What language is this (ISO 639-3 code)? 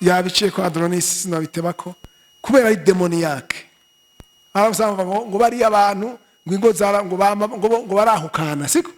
run